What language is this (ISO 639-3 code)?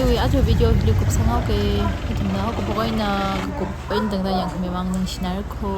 nmf